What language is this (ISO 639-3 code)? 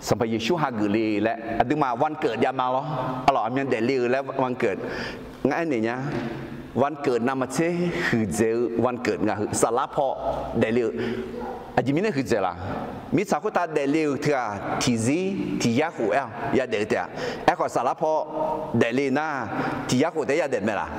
ahk